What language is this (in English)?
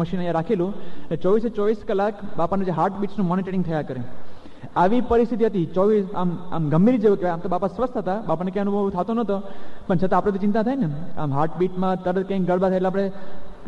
Gujarati